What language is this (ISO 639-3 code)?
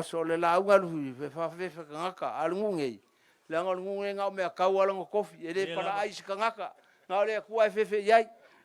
smo